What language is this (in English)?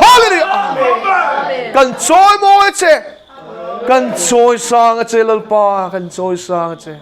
Mizo